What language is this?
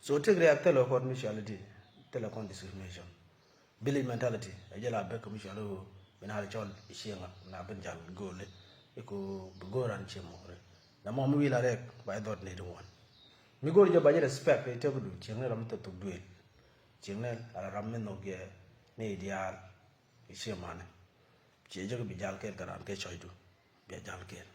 Nuer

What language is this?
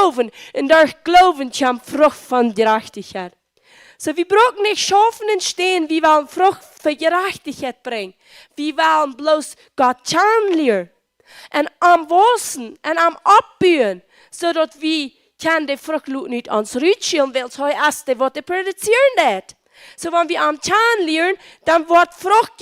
Plautdietsch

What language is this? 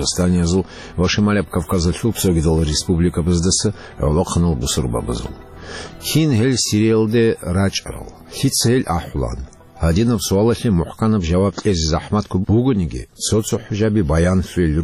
Avaric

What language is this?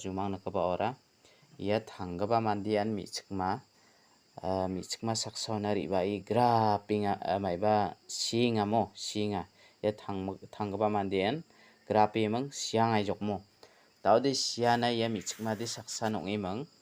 Garo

